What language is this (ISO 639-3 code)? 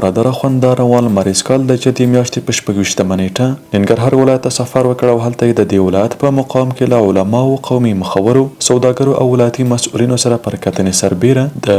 pus